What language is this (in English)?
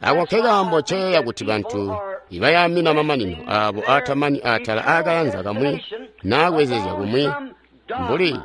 Tonga (Zambia)